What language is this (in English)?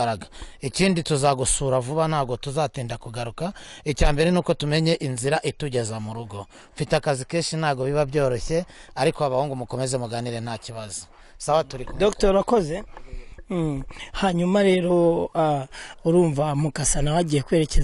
Kinyarwanda